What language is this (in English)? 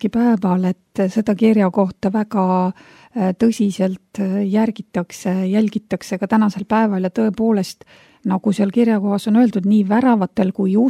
Estonian